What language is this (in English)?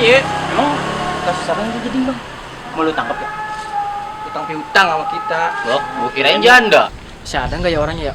Betawi